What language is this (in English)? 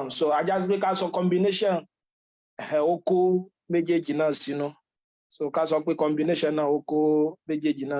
Yoruba